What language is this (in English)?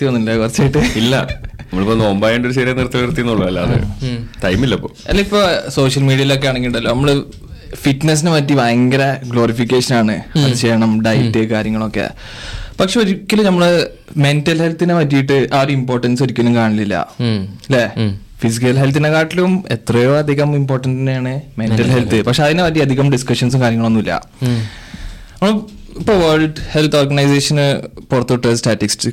Malayalam